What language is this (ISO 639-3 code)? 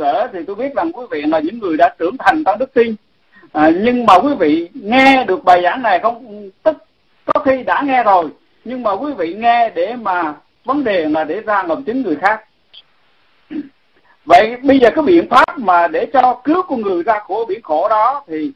vie